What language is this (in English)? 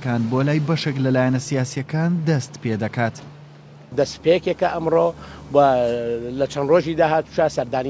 Central Kurdish